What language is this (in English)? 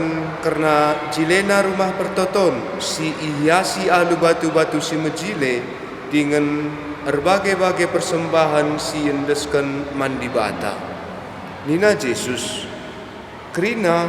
Batak Karo